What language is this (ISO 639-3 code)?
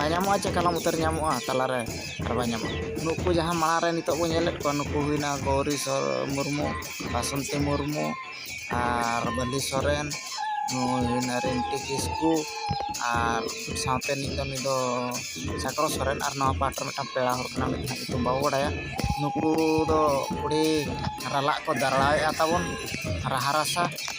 sat